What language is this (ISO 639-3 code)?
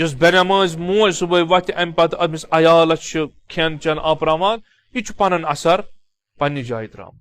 kas